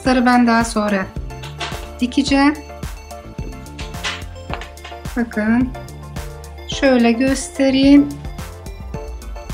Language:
Turkish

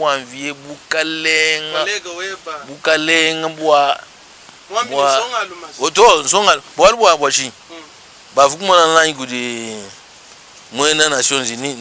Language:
Luba-Lulua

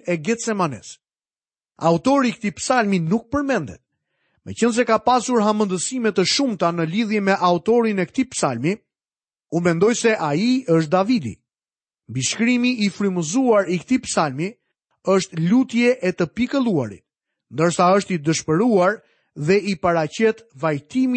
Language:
Albanian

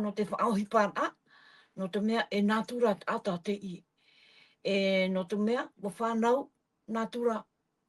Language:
Tahitian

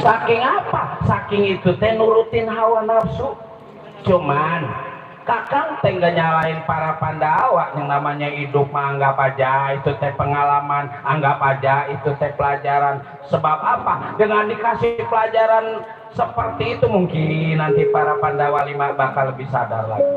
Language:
Betawi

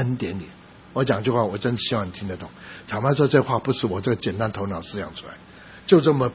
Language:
Chinese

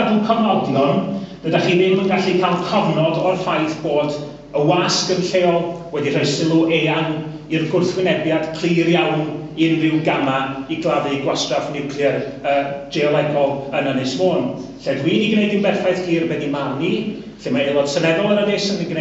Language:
Welsh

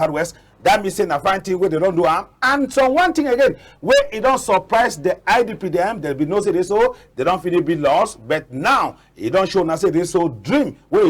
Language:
Cameroon Pidgin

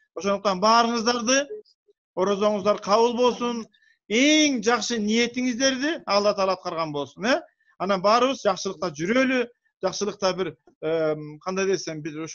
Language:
Kyrgyz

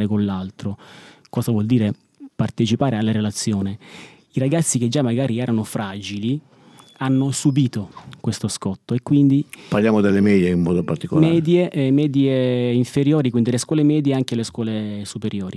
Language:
Italian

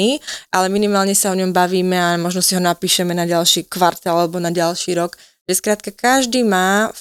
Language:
Slovak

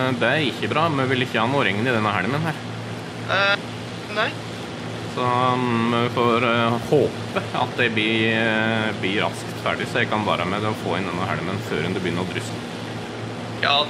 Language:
Norwegian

